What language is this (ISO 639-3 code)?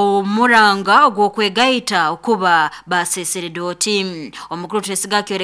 nyo